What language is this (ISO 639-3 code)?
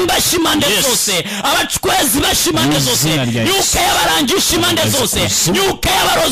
kin